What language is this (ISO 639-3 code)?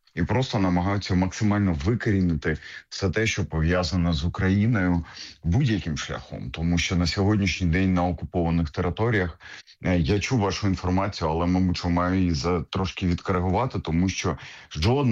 ukr